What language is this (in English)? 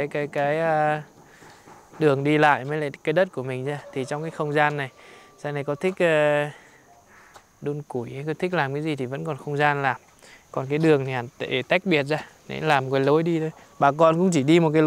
Vietnamese